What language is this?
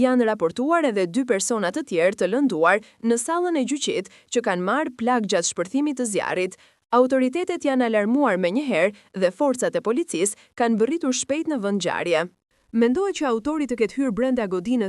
Albanian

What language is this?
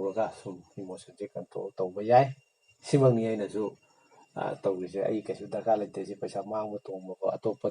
Manipuri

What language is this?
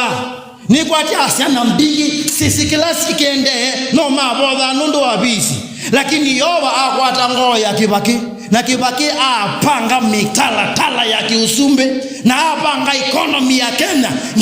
Kamba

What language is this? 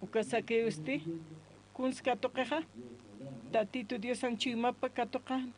Aymara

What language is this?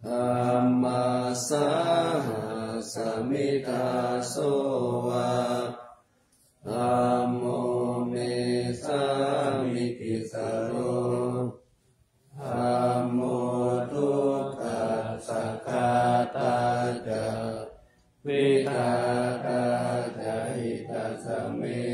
Pali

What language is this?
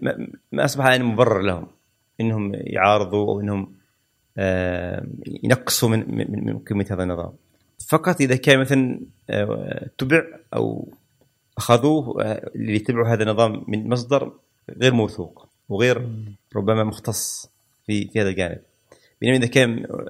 Gulf Arabic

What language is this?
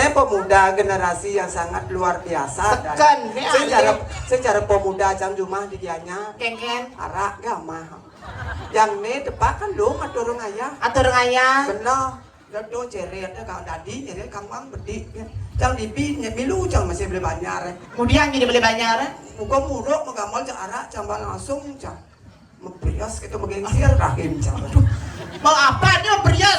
Balinese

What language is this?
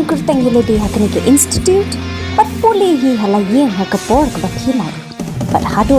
Khasi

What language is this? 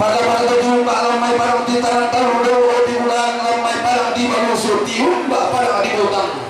Toraja-Sa'dan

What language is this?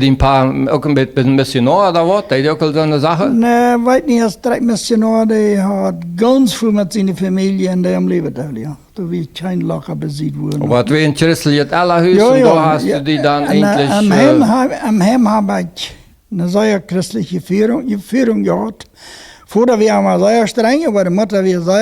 Plautdietsch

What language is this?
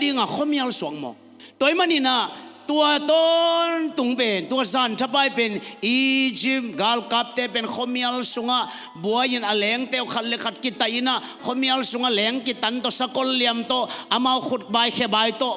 Tedim Chin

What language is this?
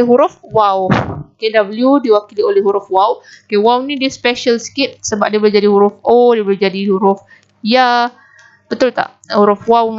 Malay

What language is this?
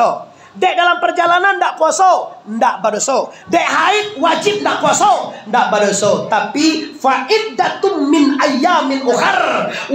Minangkabau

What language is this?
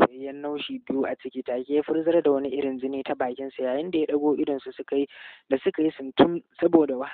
Hausa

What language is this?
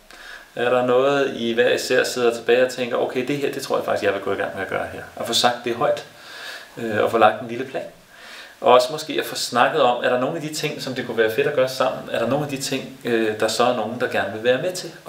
Danish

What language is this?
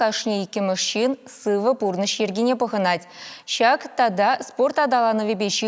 Chuvash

